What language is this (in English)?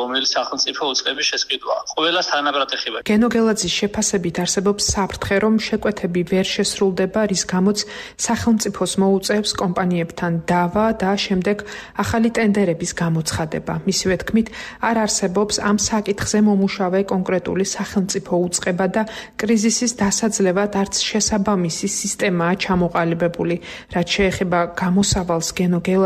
Georgian